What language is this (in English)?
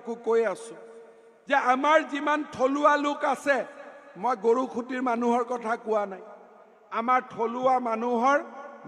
Assamese